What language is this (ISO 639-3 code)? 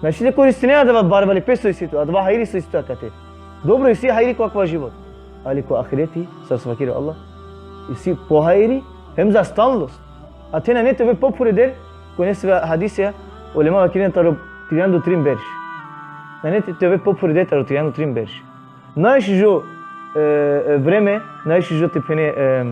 rmn